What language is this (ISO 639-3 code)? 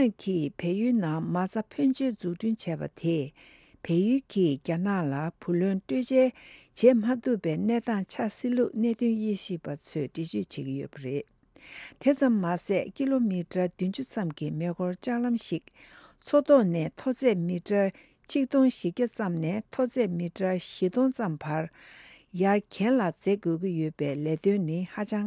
bod